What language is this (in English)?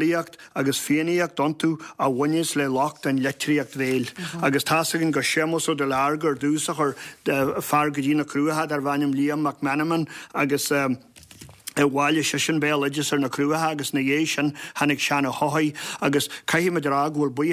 Irish